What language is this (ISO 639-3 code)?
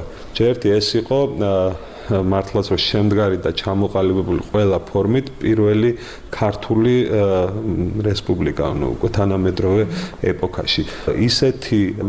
kat